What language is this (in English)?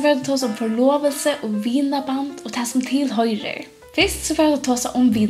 Faroese